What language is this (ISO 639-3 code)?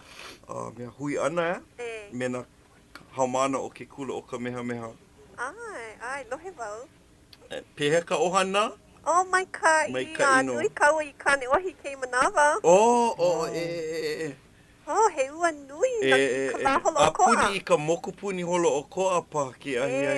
haw